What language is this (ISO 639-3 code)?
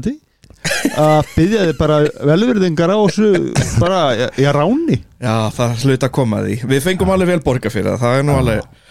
isl